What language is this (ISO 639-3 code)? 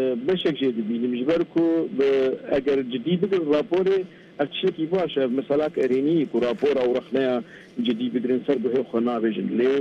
kur